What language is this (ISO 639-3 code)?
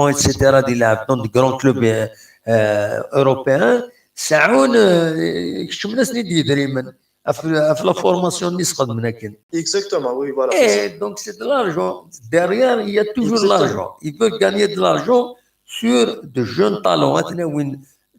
kab